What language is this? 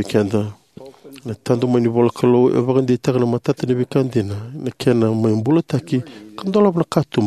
Fijian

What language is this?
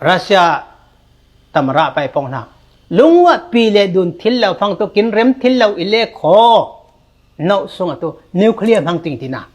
Falam Chin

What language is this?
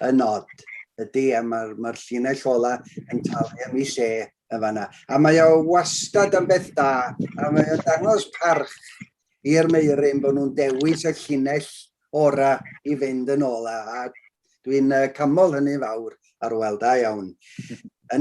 Welsh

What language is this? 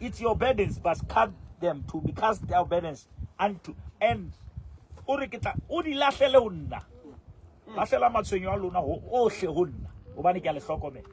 Southern Sotho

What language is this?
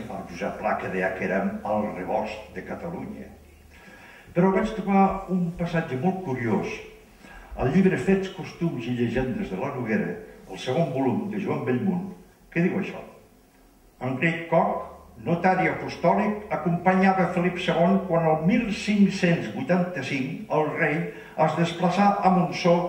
Catalan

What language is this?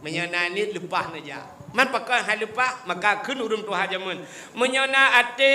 Achinese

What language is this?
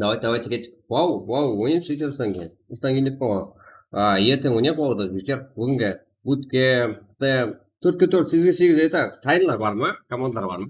Kara-Kalpak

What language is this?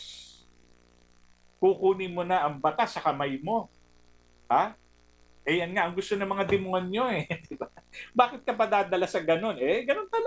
Filipino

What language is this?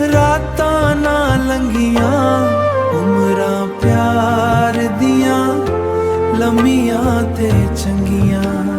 Dogri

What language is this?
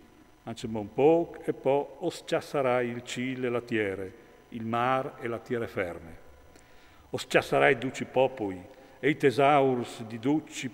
Friulian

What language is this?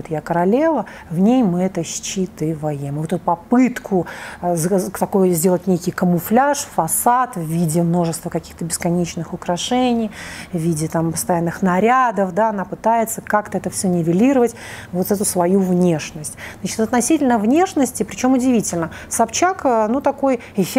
Russian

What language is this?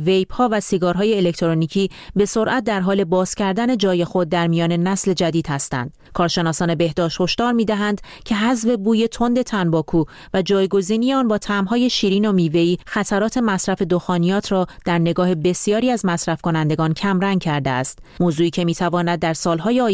Persian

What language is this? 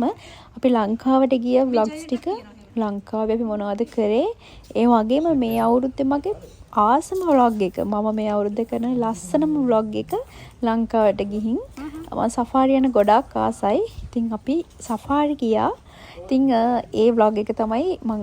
Sinhala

